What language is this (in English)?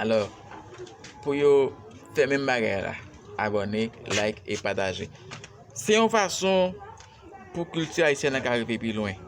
Haitian Creole